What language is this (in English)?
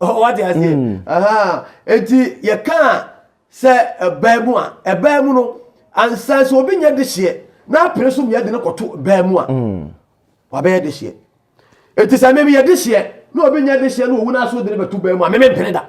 Akan